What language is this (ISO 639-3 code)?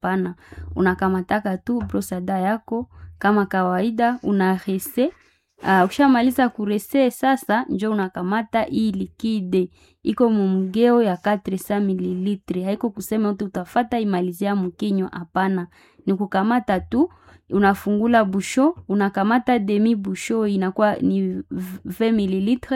swa